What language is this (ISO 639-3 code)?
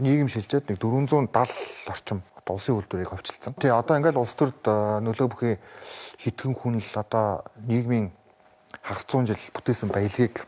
mon